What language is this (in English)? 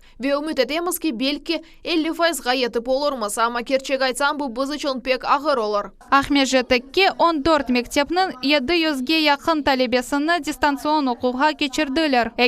Crimean Tatar